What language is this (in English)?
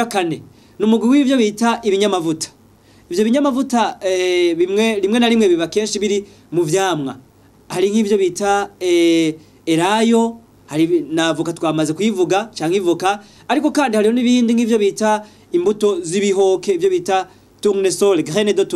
Rundi